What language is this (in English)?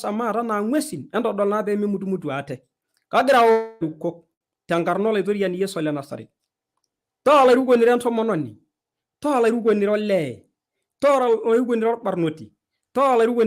Masai